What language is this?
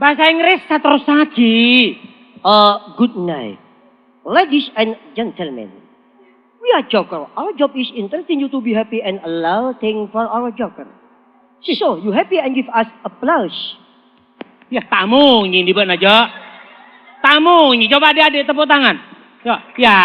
Madurese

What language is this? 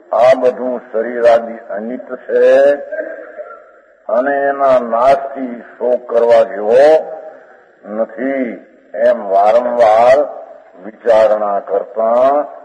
Gujarati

